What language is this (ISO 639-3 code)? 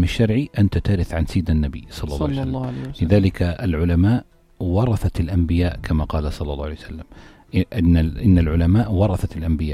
apc